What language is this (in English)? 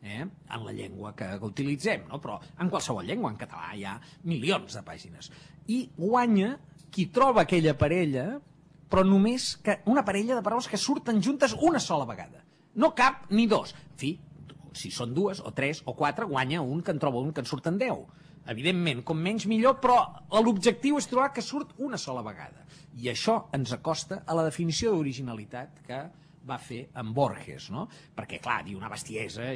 Catalan